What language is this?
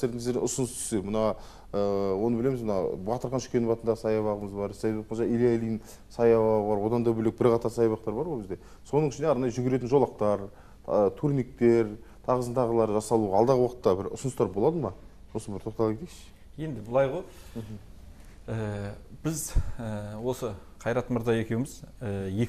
Kazakh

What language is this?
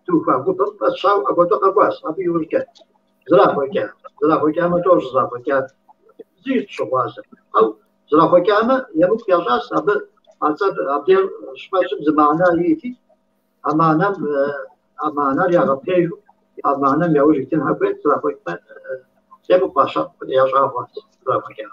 Kabardian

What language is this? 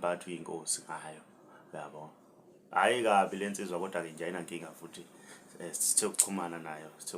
Zulu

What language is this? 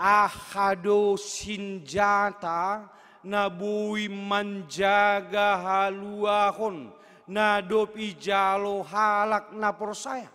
Batak Simalungun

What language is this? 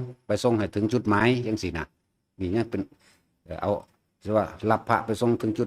Lao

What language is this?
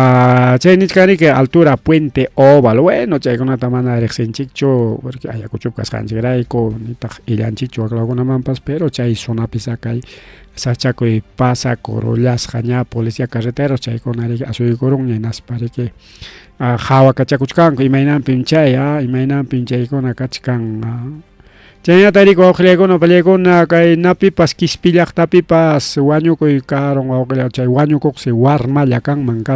Ayacucho Quechua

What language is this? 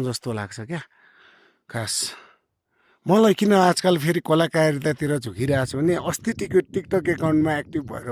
Nepali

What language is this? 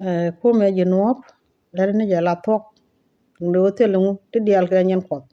Nuer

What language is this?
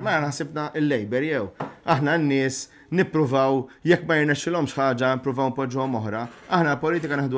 Maltese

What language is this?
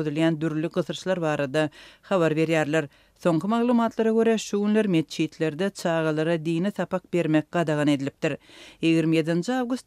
Turkmen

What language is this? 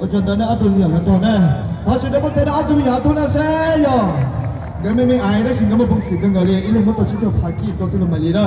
Hmong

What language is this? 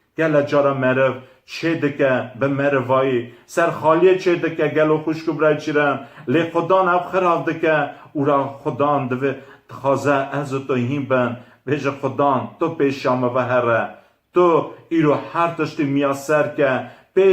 Kurdish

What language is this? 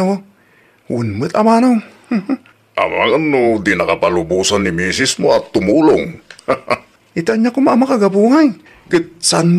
Iloko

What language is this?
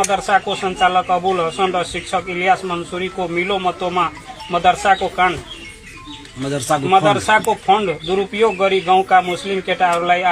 Nepali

